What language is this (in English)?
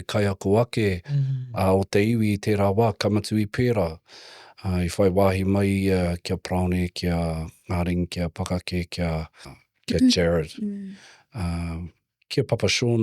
Māori